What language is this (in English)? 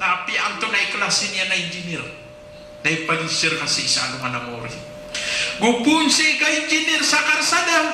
Maranao